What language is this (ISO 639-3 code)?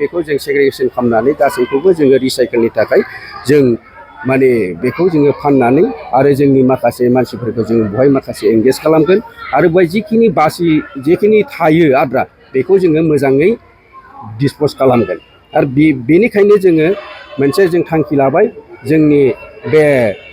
brx